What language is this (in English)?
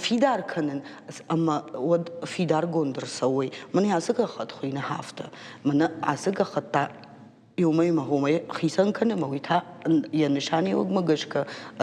Ossetic